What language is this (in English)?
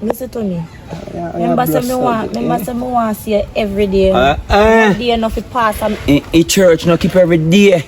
Jamaican Creole English